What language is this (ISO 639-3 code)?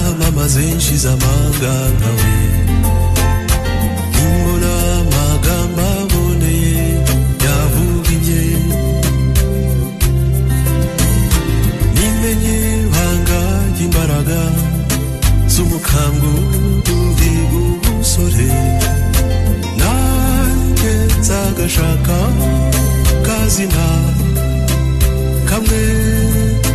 kin